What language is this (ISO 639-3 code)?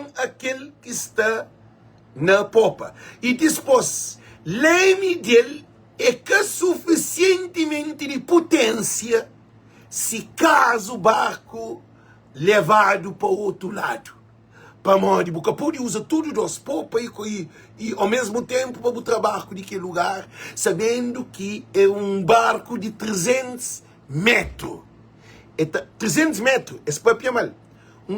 kea